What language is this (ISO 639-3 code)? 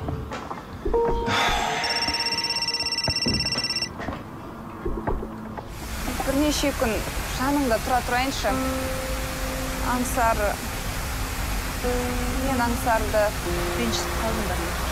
kaz